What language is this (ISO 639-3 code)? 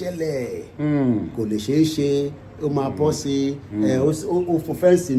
yor